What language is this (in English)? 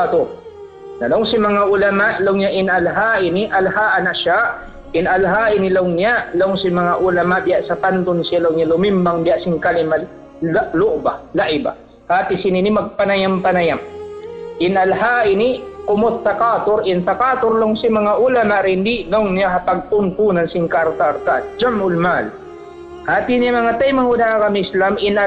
Tausug